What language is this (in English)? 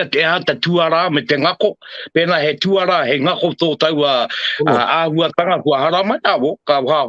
Māori